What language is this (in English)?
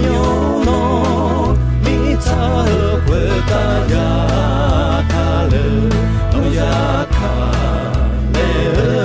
Akha